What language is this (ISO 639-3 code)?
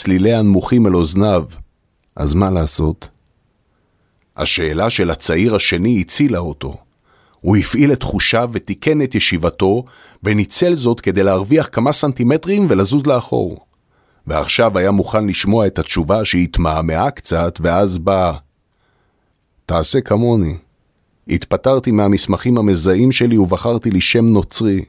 heb